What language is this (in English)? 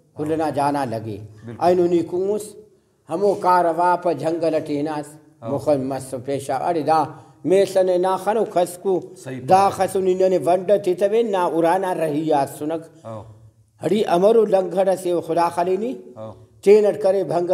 Brahui